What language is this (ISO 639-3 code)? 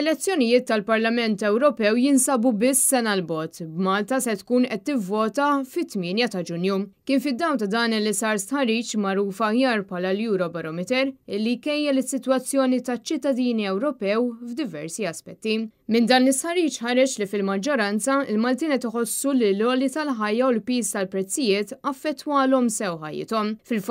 mlt